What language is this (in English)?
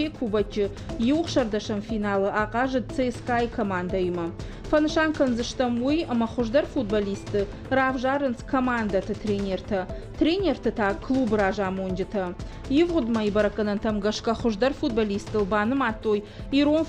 Ossetic